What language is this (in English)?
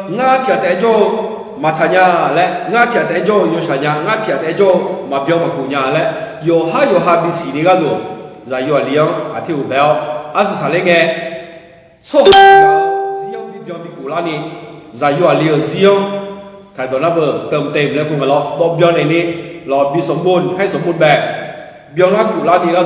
Akha